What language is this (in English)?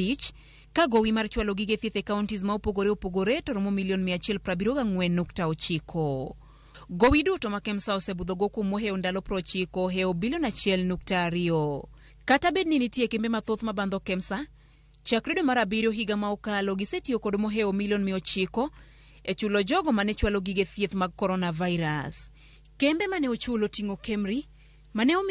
Luo (Kenya and Tanzania)